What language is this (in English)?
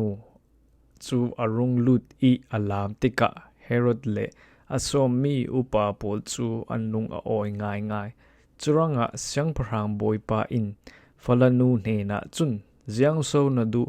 Falam Chin